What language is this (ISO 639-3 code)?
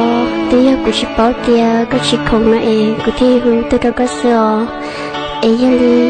hmn